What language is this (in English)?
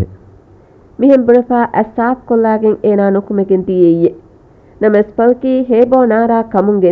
Divehi